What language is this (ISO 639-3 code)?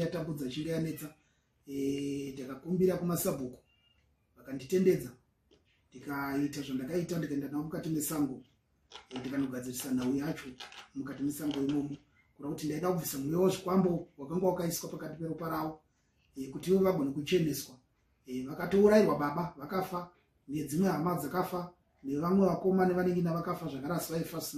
sna